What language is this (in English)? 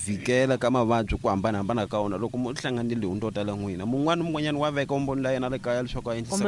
Tsonga